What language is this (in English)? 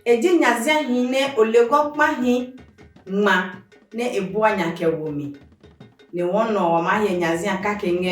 Adangme